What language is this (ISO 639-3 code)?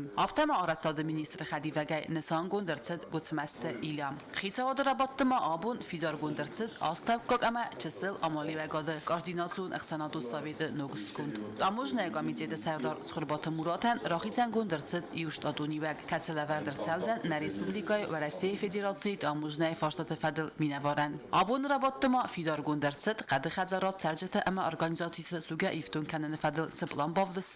oss